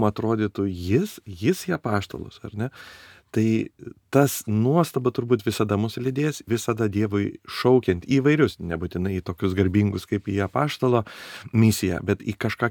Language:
Lithuanian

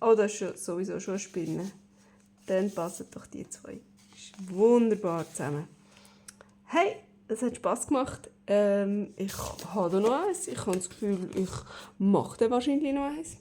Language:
Swiss German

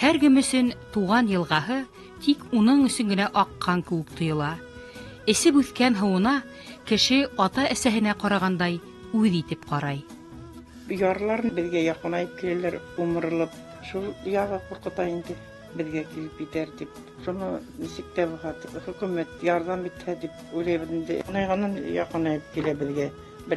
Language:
Bashkir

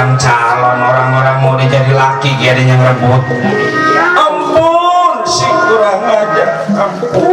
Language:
Betawi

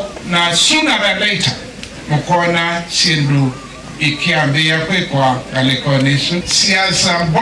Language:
Kamba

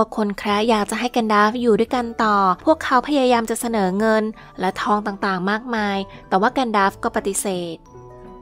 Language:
Thai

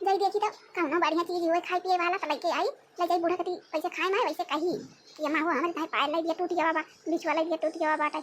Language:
Awadhi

